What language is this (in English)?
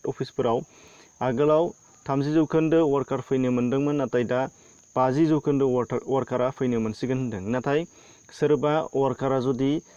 Bodo